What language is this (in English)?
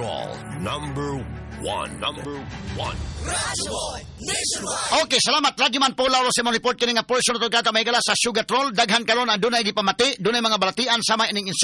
Cebuano